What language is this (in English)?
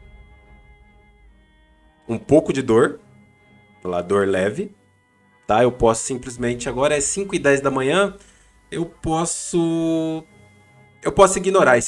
Portuguese